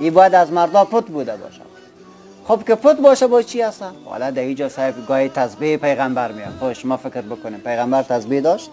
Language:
Persian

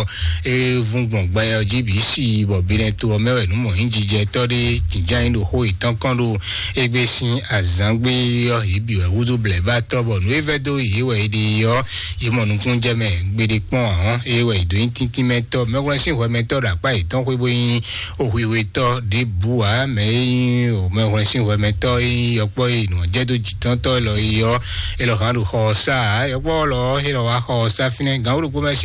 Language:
Fon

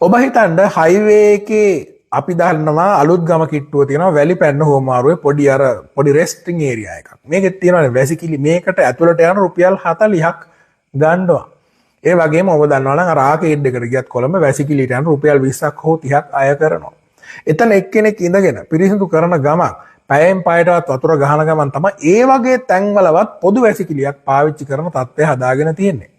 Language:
Sinhala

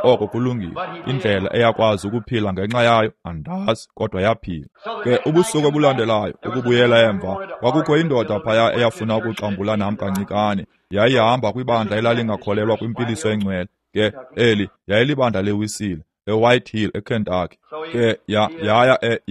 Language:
Xhosa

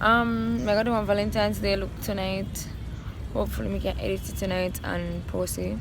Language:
Jamaican Creole English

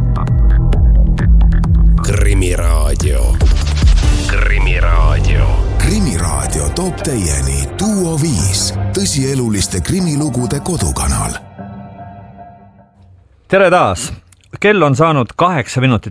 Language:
Estonian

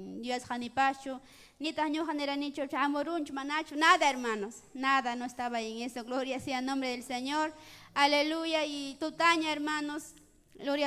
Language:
Ayacucho Quechua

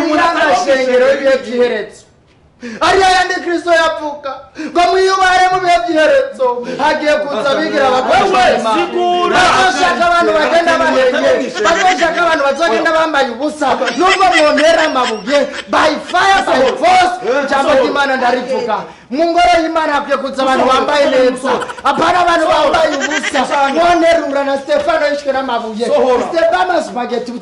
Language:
Rundi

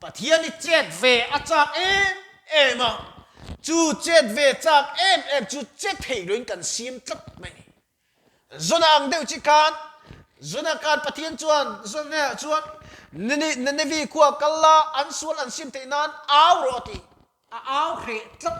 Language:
Mizo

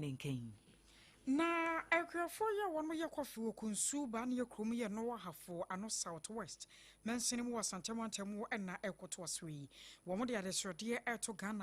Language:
Akan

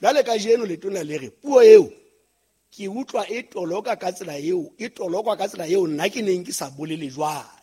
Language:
Southern Sotho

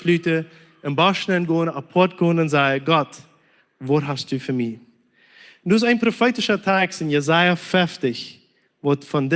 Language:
Plautdietsch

